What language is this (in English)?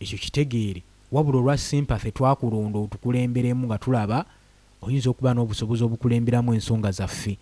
Ganda